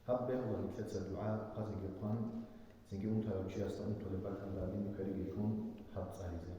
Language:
Avaric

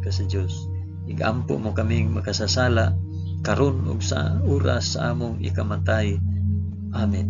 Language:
Cebuano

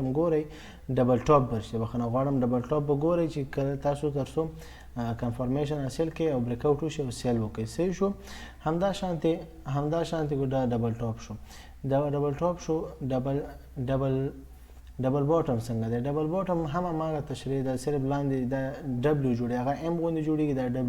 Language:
Pashto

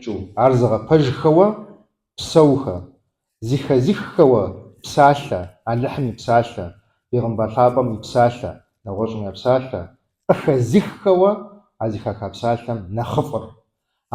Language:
Kabardian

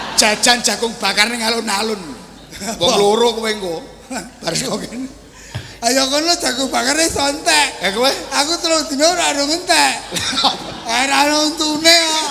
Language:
Javanese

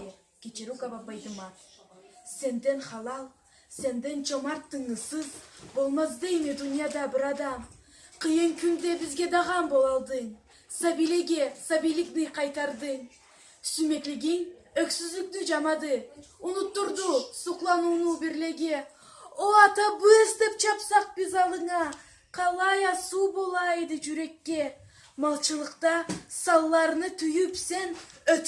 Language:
Karachay-Balkar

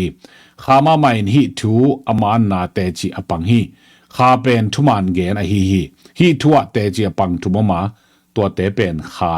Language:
Tedim Chin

